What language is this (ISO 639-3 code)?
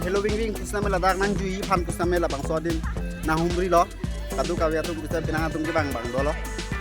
mjw